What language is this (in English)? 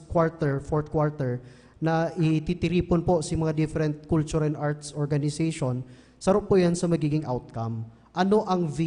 Bikol